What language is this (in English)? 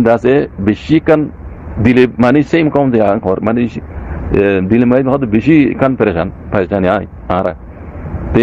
Rohingya